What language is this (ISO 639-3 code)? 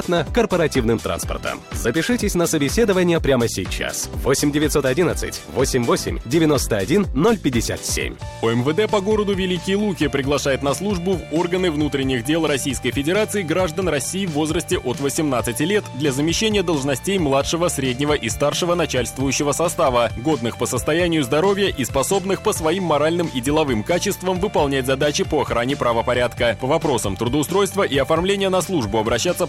rus